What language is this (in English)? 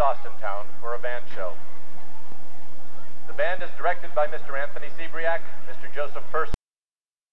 English